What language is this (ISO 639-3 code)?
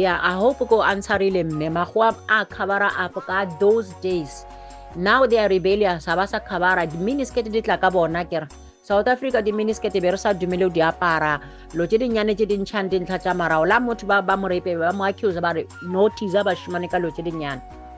nso